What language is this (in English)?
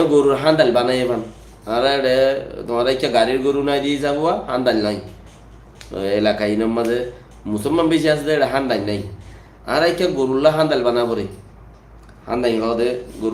Rohingya